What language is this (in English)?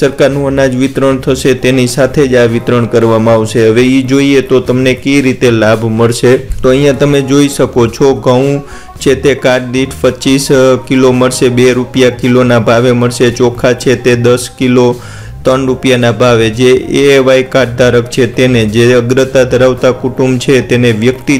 Gujarati